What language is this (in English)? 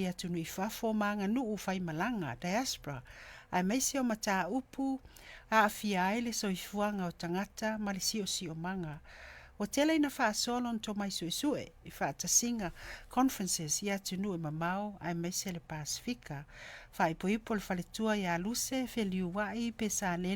Samoan